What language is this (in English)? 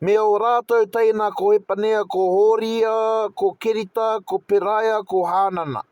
Māori